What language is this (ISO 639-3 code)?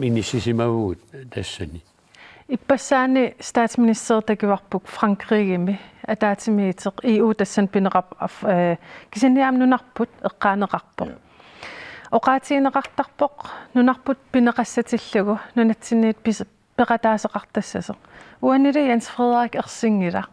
kal